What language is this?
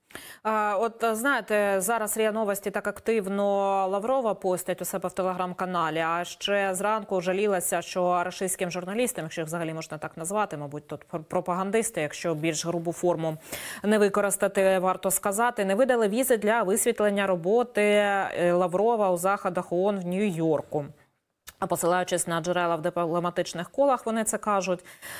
Ukrainian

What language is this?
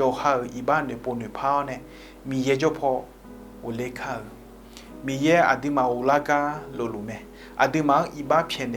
Akha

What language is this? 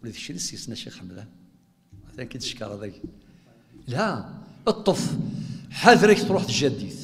Kabyle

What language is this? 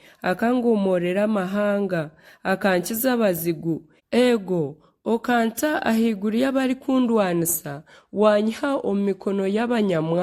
Nyankole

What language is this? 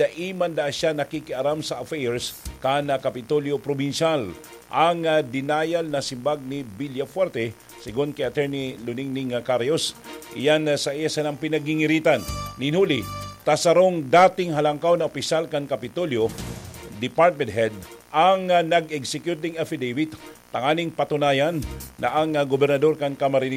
Bikol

